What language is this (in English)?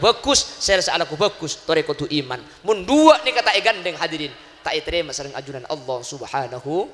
Madurese